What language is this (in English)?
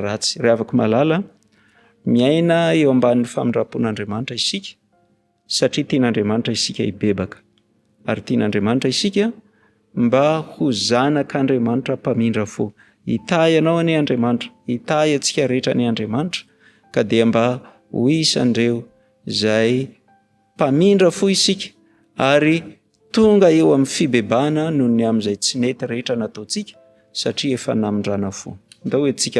Malagasy